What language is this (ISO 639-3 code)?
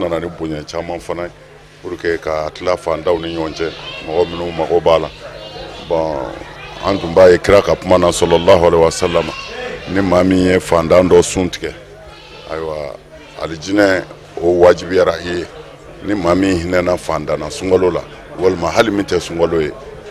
bam